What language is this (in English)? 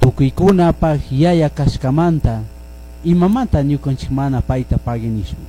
Chimborazo Highland Quichua